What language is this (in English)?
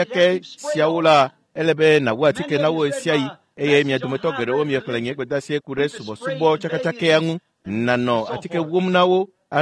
Ewe